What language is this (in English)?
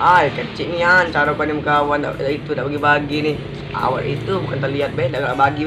Musi